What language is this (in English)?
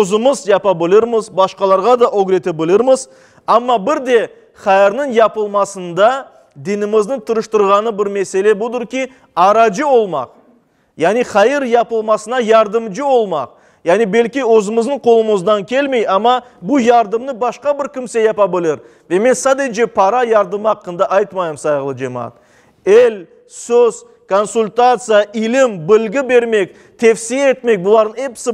Crimean Tatar